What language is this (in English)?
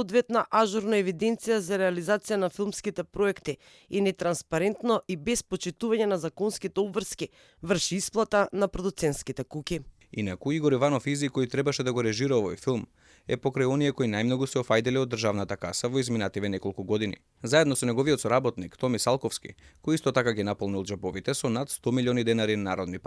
Macedonian